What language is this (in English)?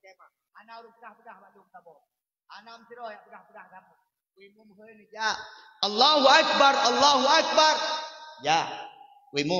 Achinese